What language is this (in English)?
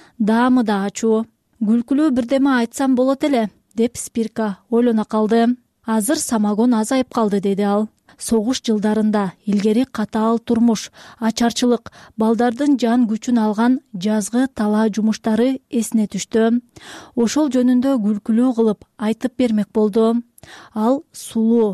Kyrgyz